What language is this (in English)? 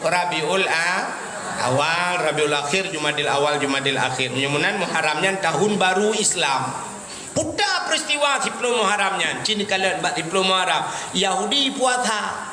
Achinese